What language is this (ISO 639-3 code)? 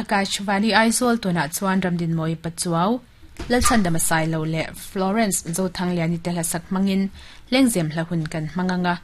lus